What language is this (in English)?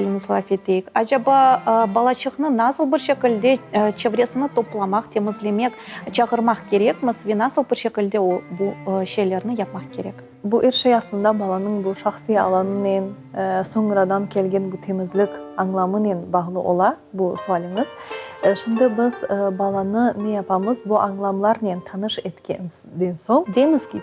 Crimean Tatar